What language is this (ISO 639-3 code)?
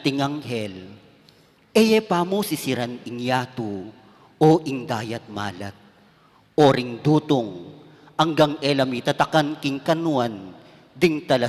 pam